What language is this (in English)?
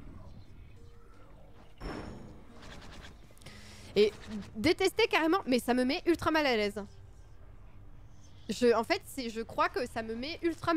French